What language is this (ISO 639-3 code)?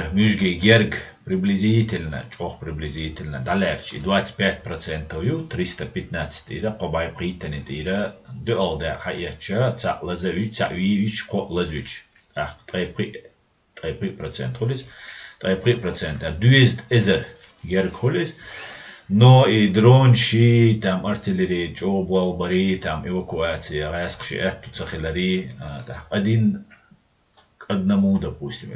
che